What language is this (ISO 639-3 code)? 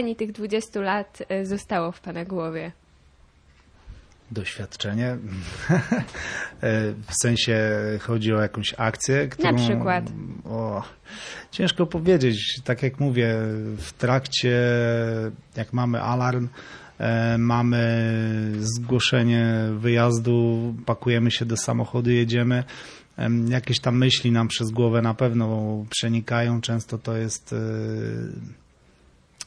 pol